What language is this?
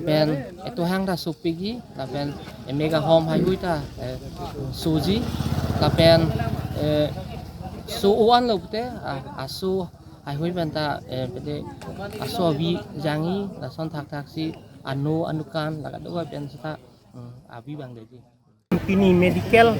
Karbi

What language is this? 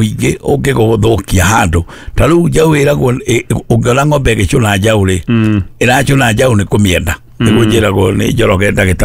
Kikuyu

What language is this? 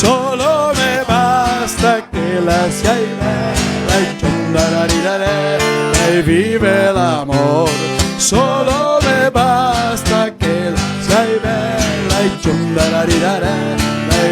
Venetian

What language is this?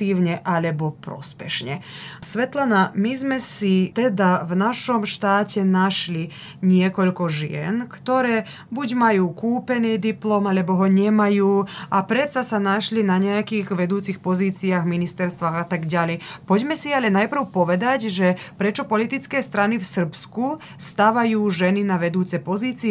Slovak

